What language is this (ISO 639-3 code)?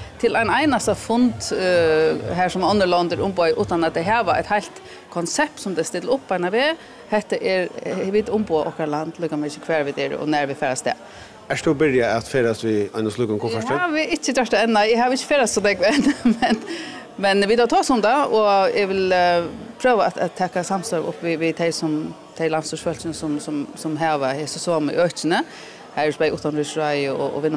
fao